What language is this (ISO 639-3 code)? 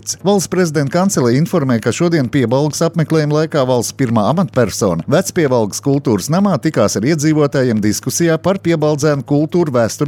lav